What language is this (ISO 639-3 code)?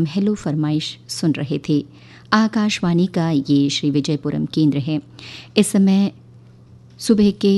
hin